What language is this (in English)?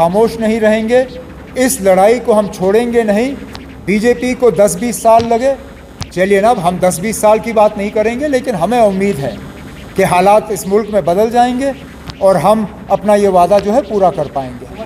Hindi